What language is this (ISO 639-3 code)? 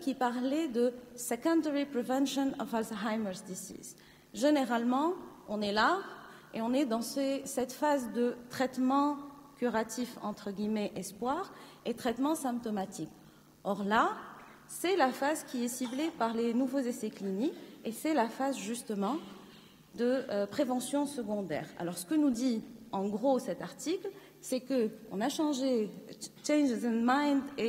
fra